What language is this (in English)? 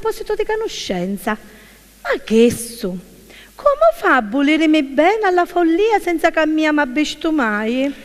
Sicilian